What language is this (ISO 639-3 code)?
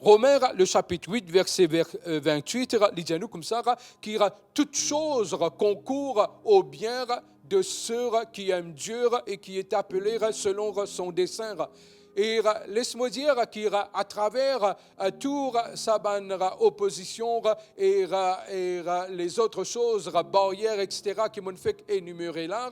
mfe